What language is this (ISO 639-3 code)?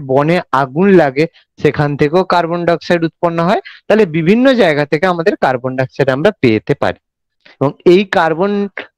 ben